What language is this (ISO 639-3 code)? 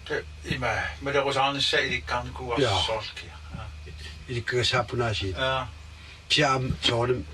kal